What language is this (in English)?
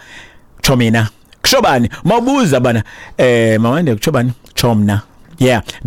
Xhosa